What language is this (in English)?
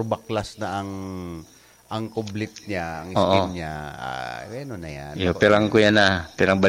Bikol